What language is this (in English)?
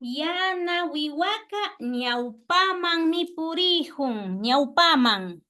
Imbabura Highland Quichua